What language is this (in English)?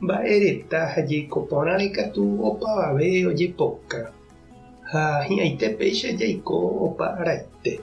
Guarani